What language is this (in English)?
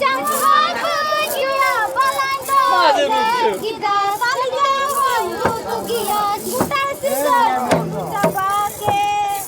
Santali